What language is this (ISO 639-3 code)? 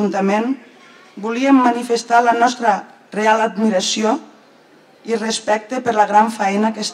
cat